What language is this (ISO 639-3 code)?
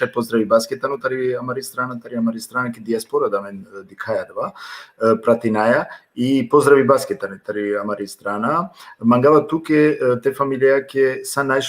rmn